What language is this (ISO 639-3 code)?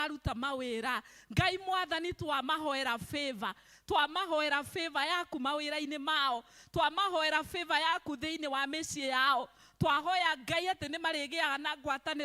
kik